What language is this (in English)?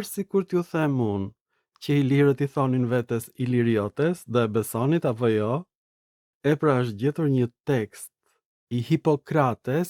Albanian